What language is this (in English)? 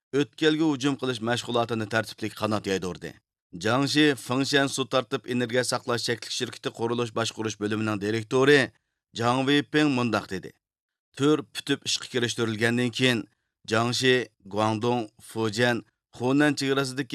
Uyghur